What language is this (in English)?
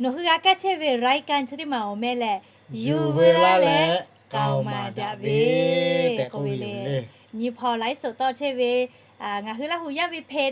Lahu